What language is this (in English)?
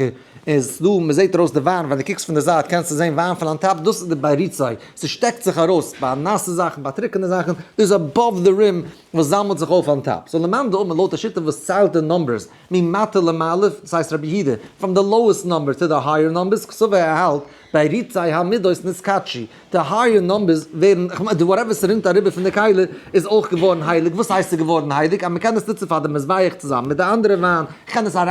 Yiddish